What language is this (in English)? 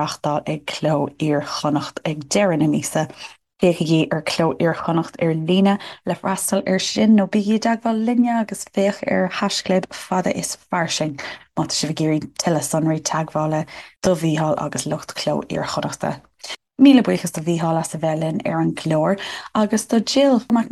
Irish